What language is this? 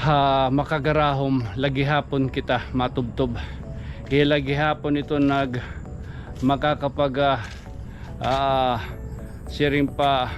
Waray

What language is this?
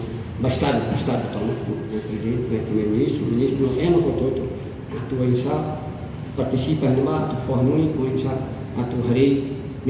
Tetum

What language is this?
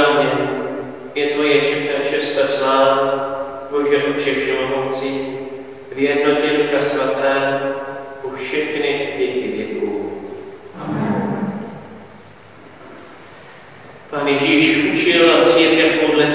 Czech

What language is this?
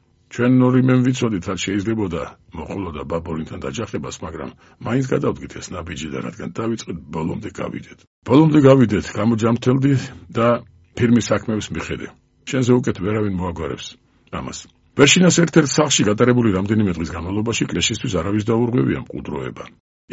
Georgian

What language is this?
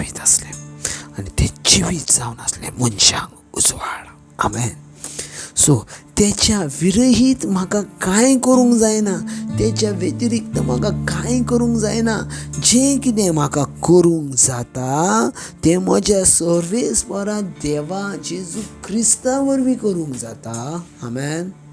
Konkani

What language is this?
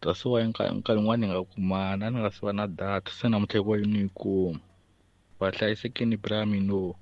Tsonga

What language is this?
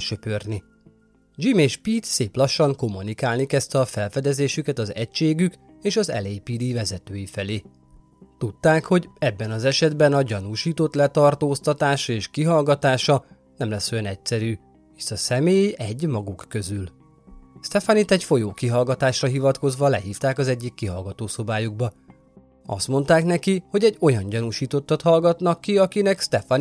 Hungarian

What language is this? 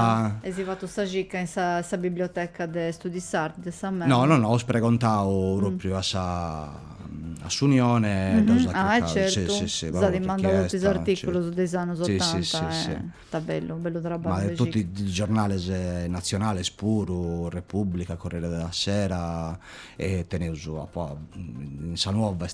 Sardinian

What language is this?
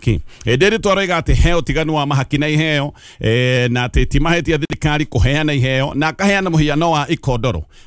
Kikuyu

